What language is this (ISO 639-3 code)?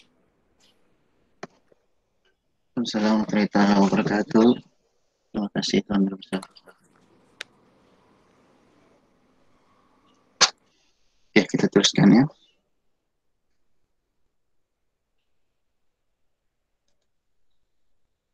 msa